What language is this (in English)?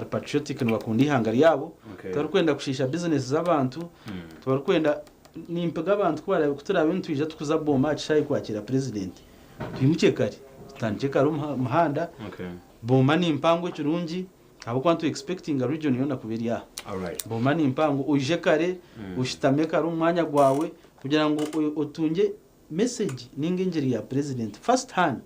Nyankole